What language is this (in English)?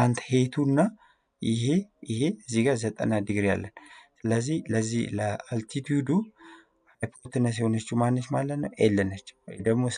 Amharic